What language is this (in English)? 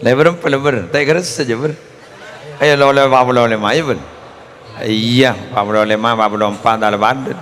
Madurese